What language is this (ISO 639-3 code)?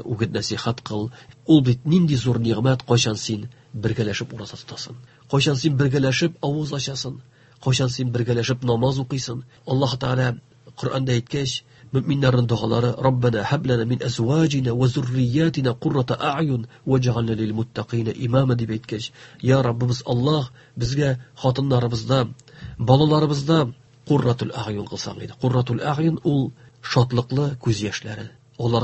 tat